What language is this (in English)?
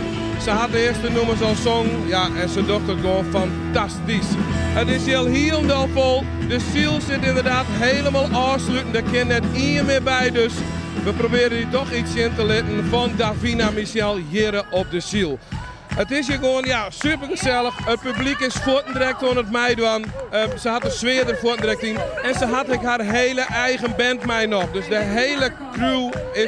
Western Frisian